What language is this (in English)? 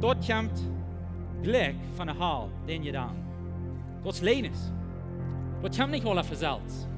Plautdietsch